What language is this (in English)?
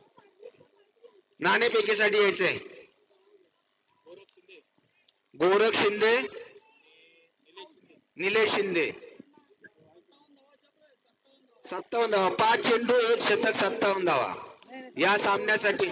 Marathi